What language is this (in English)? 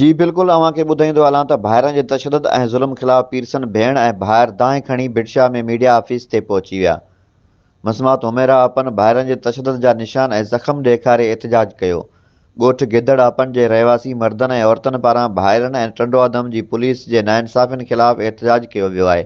Sindhi